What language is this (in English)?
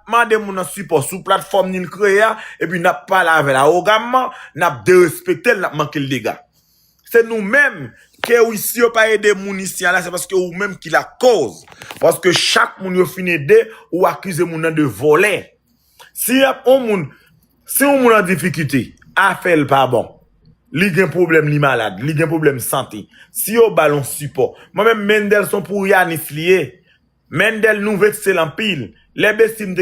Haitian Creole